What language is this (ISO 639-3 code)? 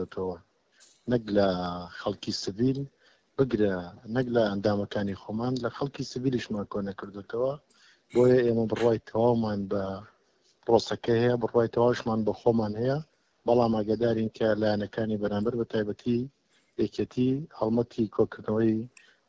ckb